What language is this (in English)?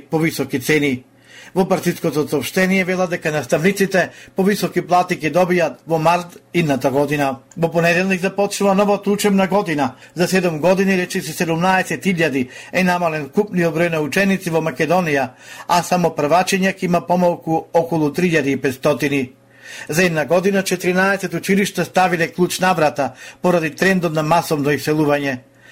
Macedonian